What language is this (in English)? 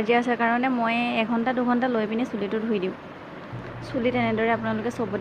Assamese